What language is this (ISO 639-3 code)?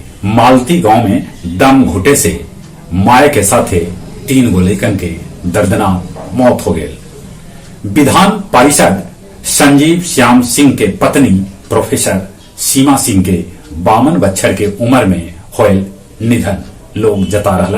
mag